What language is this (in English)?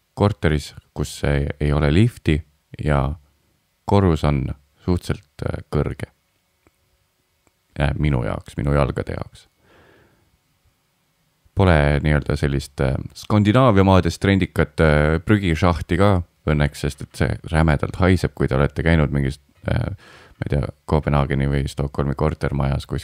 Estonian